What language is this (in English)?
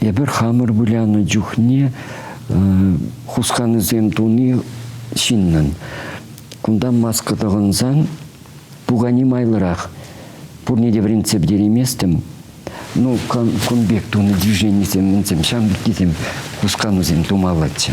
Chuvash